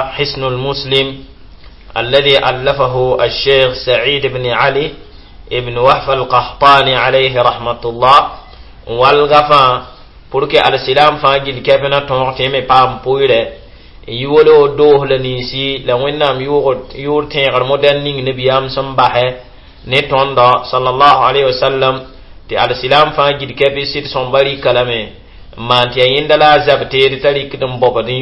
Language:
Mossi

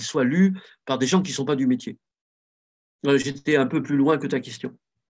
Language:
French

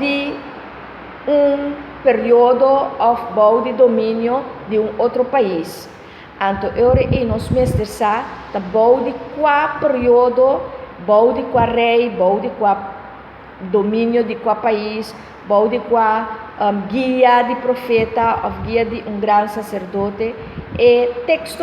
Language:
Papiamento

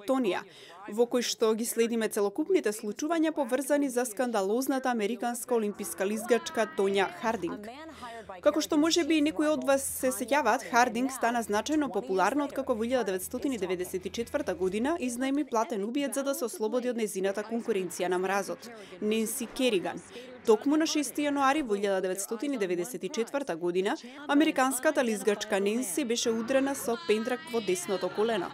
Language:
Macedonian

